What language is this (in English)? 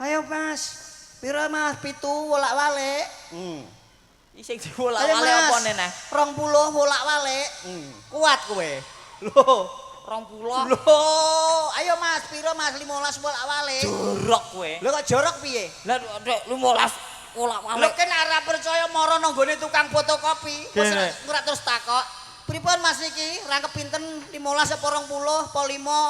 Javanese